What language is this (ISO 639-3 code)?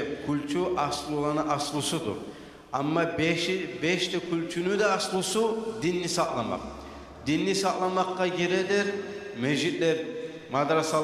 kum